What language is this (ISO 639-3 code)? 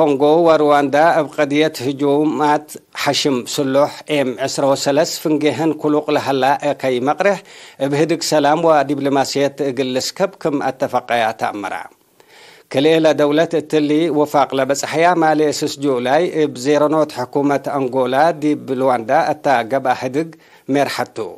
tig